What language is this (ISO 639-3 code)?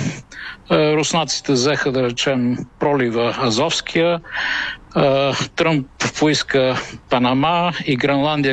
bul